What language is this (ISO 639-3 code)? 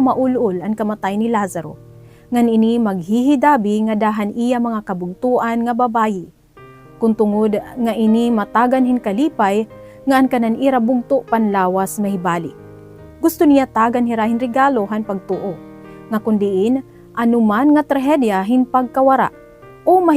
war